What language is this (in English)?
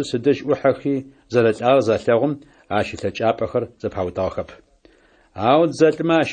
Adyghe